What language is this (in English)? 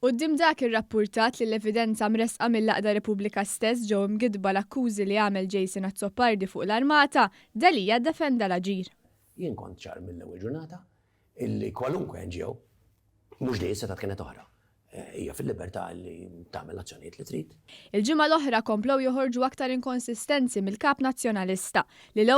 Maltese